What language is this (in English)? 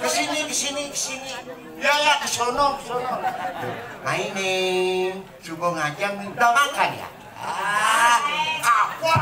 Balinese